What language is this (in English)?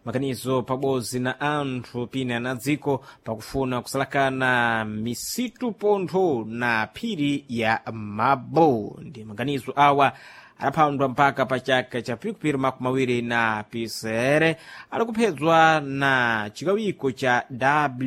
Sena